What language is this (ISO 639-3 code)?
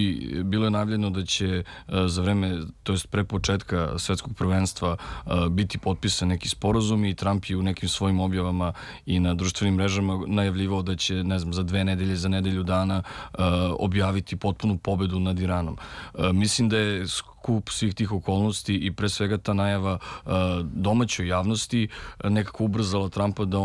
srp